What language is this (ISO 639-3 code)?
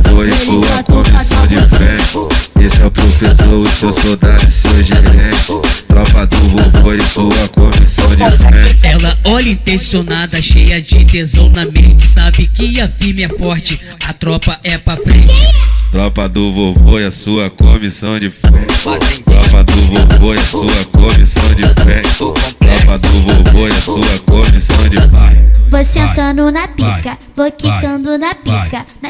por